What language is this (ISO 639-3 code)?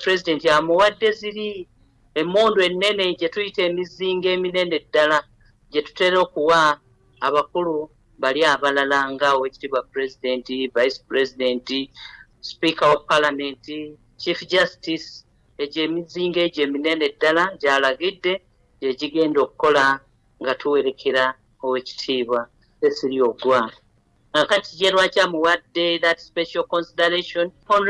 lug